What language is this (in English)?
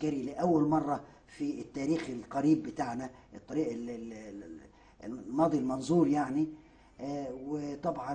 Egyptian Arabic